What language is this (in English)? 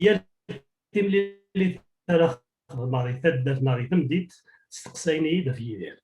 Kabyle